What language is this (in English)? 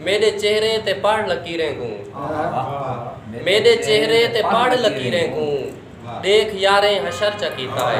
Saraiki